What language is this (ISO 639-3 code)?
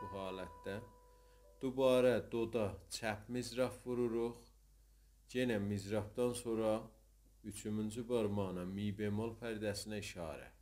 azb